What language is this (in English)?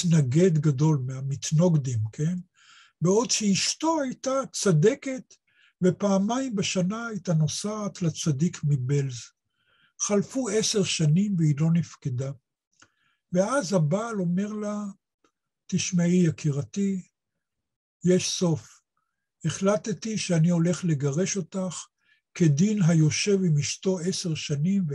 Hebrew